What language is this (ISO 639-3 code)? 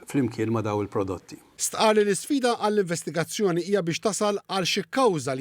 mlt